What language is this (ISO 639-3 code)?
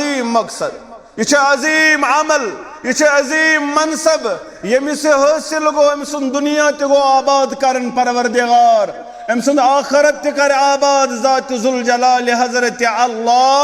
kas